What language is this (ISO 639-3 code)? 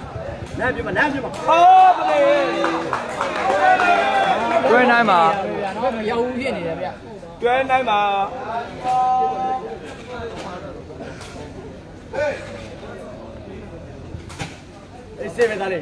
mya